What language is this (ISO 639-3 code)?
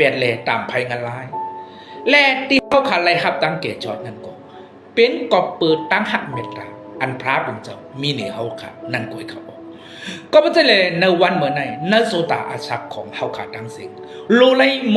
shn